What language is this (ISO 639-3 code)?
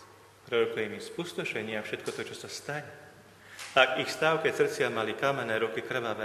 slk